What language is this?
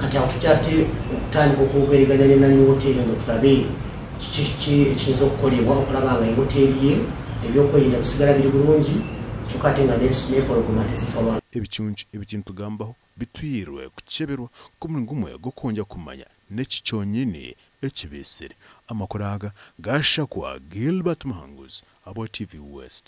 Nyankole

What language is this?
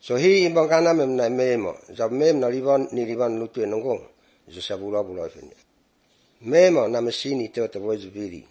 Serbian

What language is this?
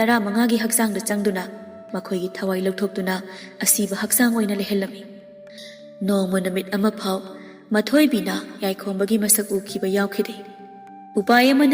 Manipuri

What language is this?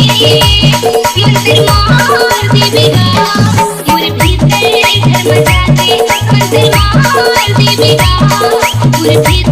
Chhattisgarhi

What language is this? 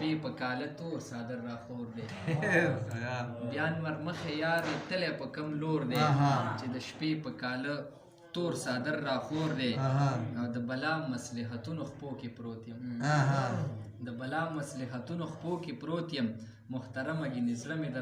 Pashto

